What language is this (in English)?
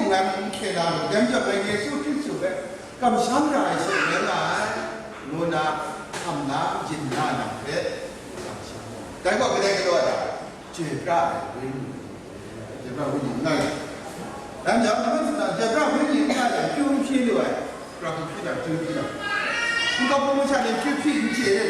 Kachin